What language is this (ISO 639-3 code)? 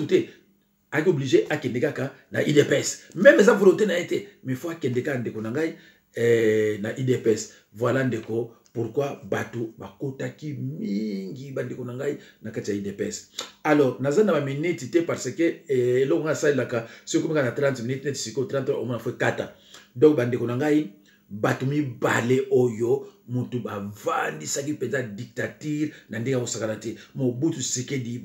lin